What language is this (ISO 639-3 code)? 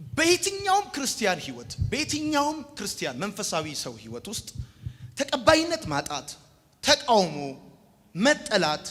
amh